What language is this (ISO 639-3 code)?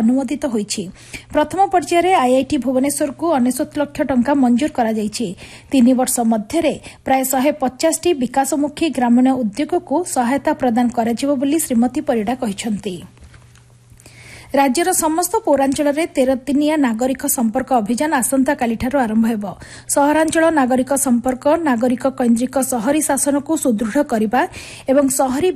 ori